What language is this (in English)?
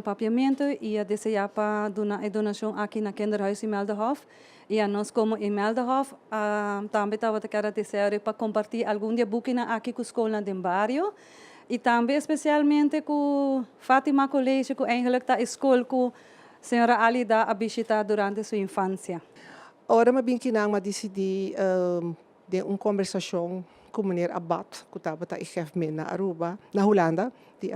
Papiamento